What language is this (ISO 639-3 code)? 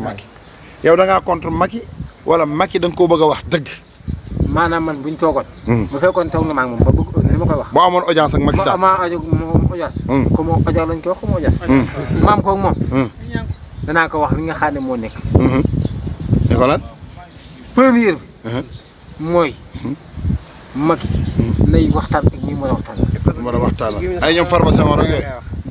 wol